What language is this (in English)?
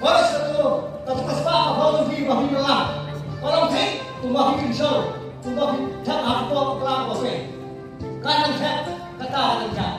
Khasi